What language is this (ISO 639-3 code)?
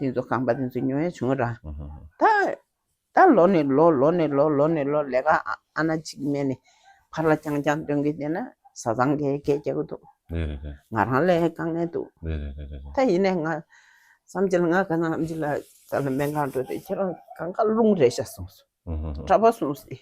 bod